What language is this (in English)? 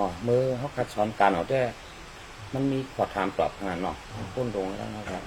Shan